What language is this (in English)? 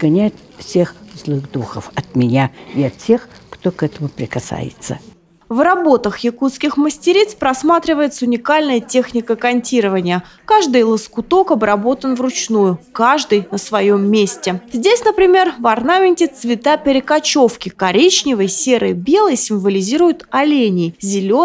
Russian